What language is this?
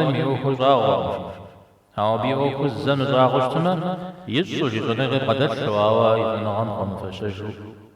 Kabardian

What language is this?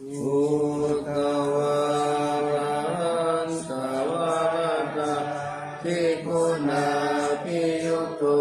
Pali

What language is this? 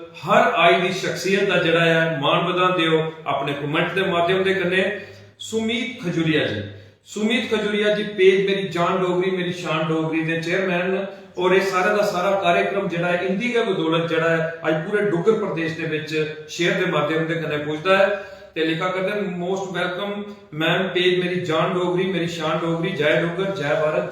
Dogri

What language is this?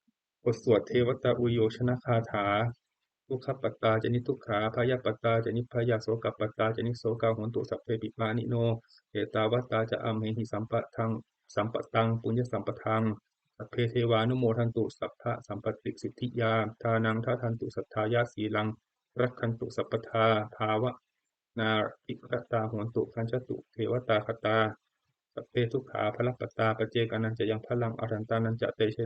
Pali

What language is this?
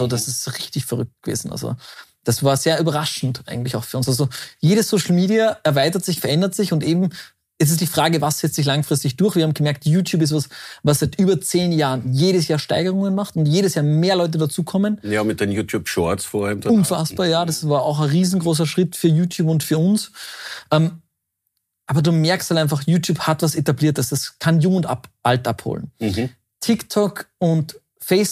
German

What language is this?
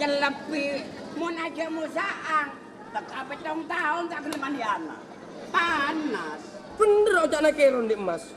Madurese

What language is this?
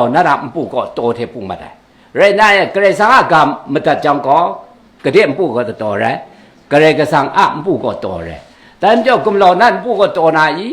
Kachin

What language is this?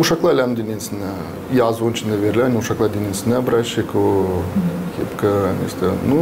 Gagauz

